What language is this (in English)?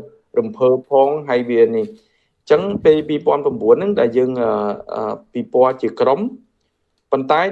Khmer